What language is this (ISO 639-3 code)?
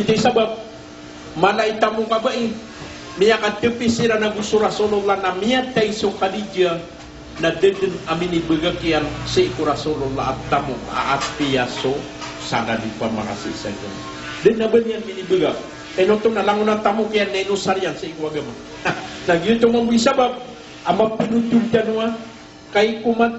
mrw